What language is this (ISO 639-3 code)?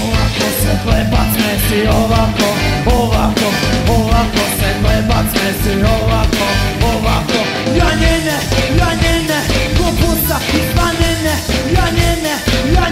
srp